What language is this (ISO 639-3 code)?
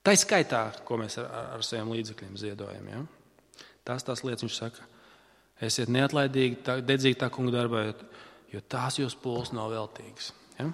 lav